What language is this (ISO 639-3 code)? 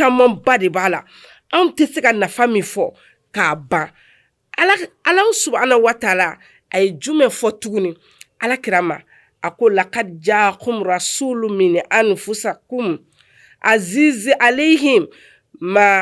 bam